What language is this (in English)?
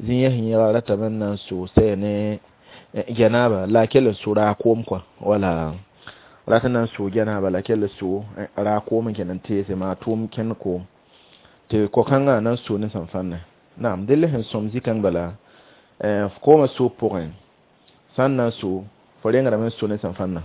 Mossi